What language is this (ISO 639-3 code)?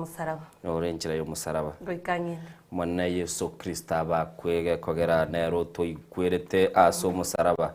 guz